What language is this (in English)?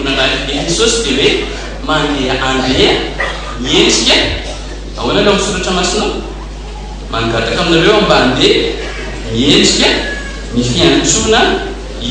Malagasy